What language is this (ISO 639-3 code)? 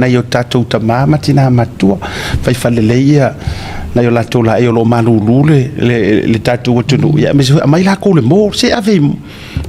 smo